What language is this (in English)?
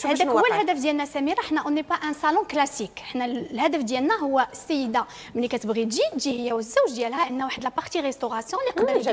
Moroccan Arabic